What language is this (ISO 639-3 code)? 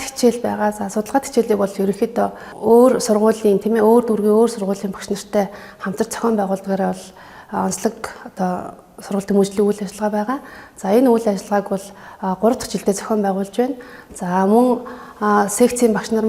mon